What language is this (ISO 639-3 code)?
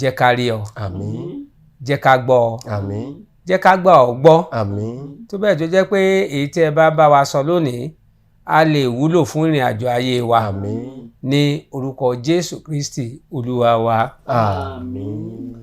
yor